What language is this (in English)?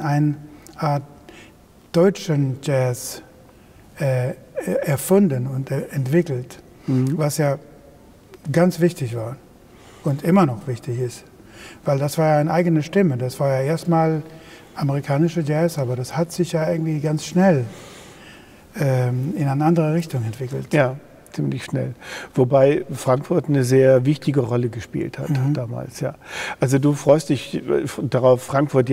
German